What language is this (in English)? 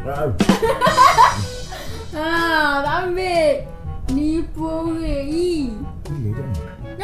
Malay